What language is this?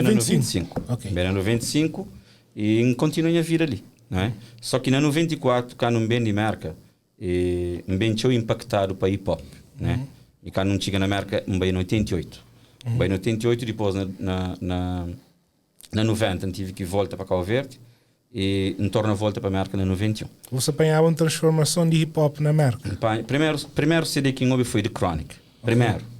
Kabuverdianu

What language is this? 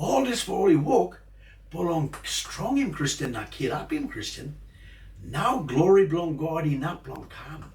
Tok Pisin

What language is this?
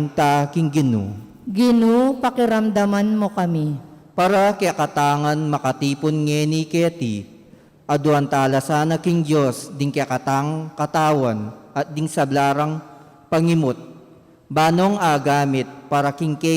Pampanga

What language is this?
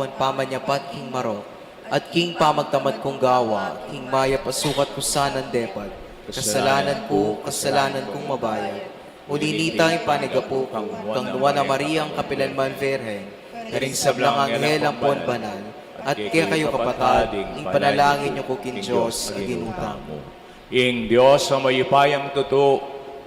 Pampanga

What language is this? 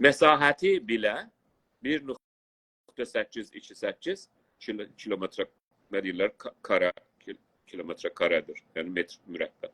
South Azerbaijani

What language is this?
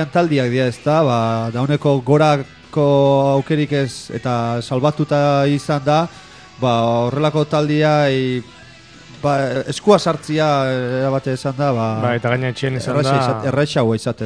Basque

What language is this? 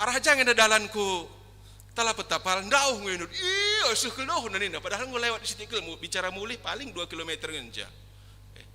Batak Karo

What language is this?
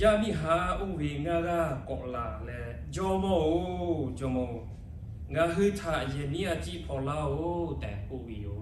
Lahu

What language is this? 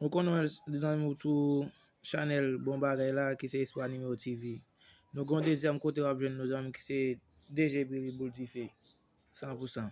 Haitian Creole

